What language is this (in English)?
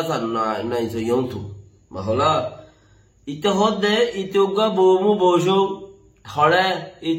Rohingya